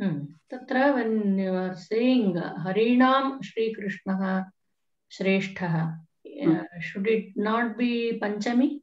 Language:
Sanskrit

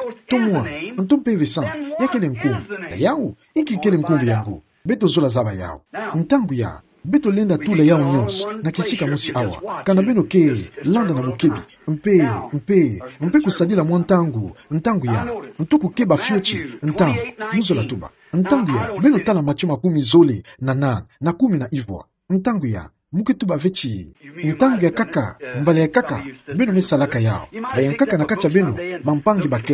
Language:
Kituba (Democratic Republic of Congo)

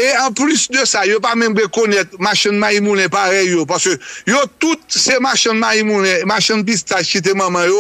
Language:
Haitian Creole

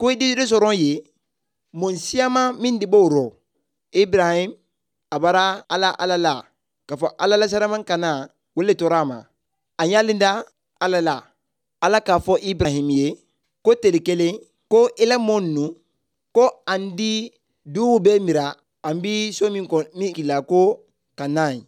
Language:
Bambara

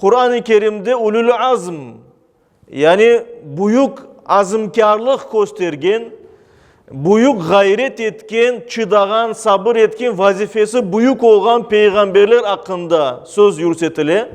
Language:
Crimean Tatar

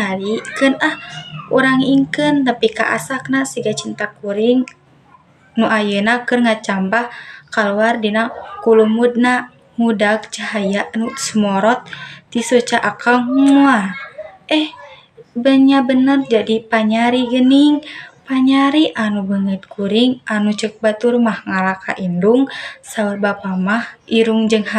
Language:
Sundanese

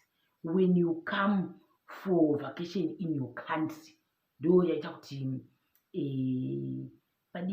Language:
Shona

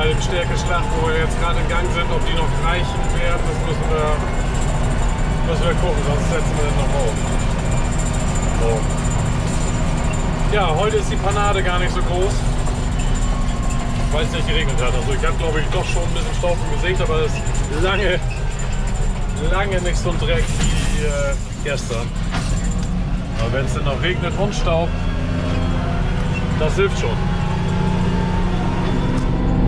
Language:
German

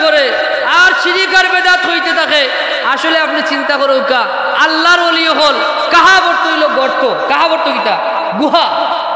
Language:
Sylheti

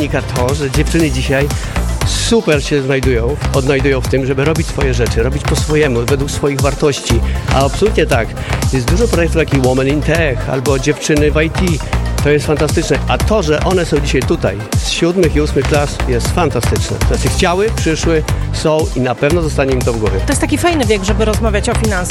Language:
Polish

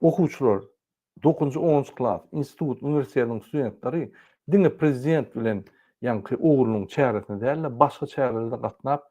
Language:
Turkmen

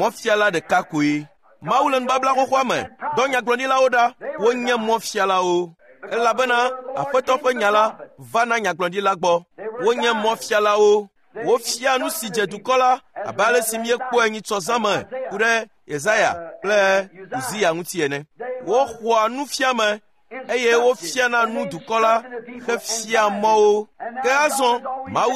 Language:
Ewe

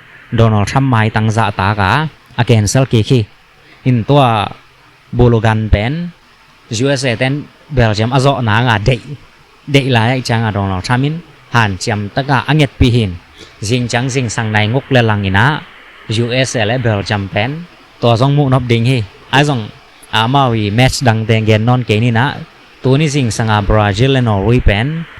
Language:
Tedim Chin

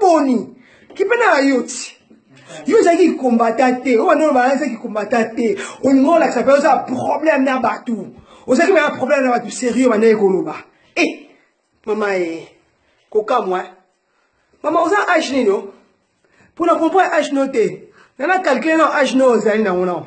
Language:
Lingala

